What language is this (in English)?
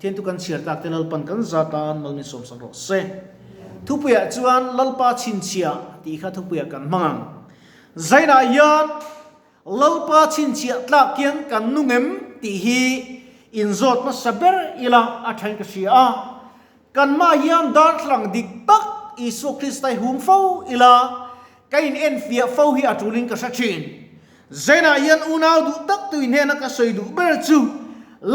Mizo